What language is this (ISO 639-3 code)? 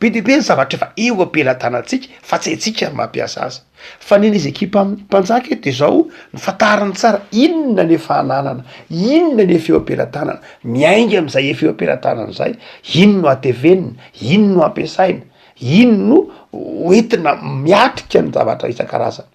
mlg